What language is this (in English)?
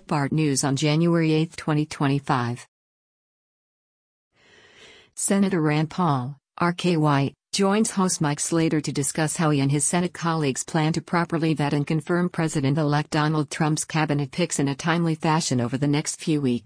English